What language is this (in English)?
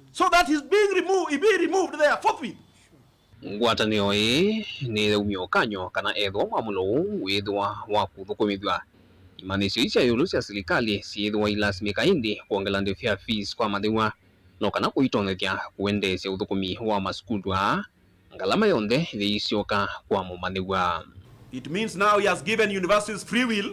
Kamba